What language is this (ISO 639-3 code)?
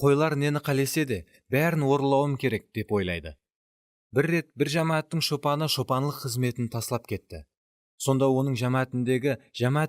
kaa